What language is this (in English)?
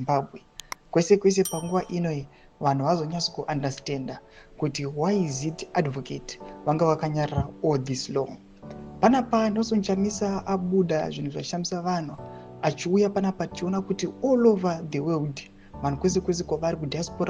Shona